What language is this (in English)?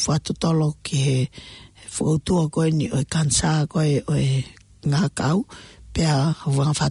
Tongan